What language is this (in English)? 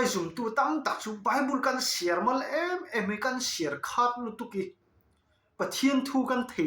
Falam Chin